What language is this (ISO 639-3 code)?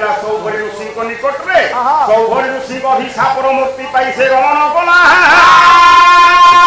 ori